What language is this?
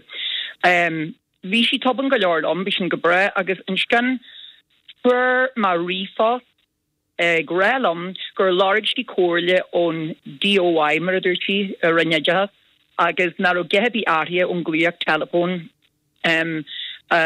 Irish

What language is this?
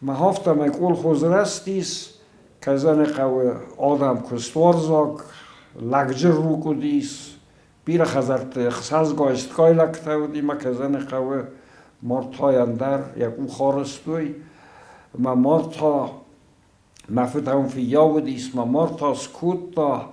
Ossetic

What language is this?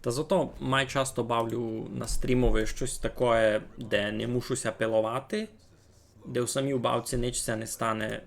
Rusyn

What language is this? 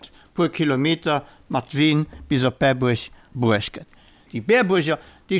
Luxembourgish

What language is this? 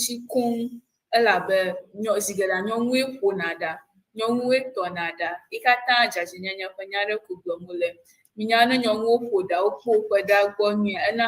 Ewe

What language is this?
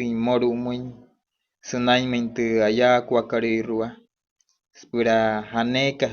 Wayuu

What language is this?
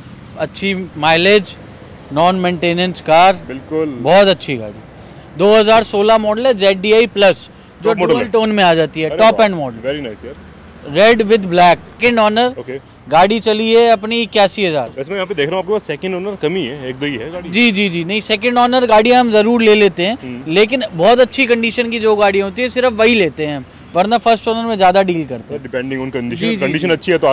Hindi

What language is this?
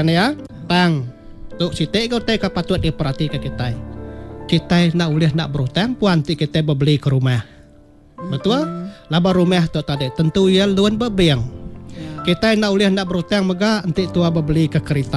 Iban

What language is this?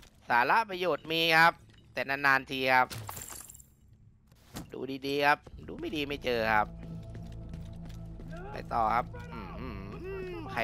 Thai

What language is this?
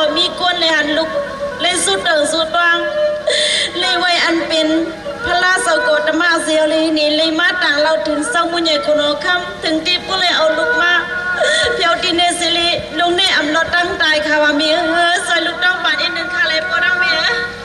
Shan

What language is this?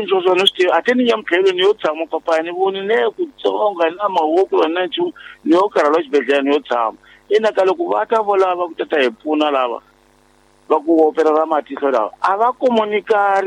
Tsonga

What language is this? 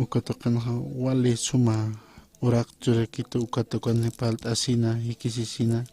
Aymara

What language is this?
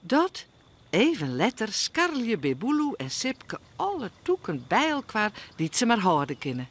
Western Frisian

